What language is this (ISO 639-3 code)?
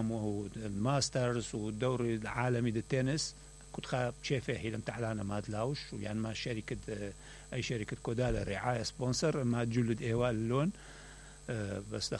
acm